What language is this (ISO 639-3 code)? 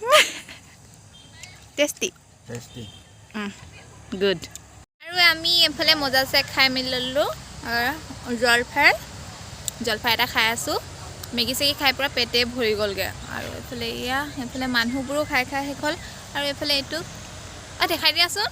asm